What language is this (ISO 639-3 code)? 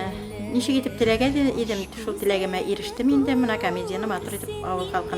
bak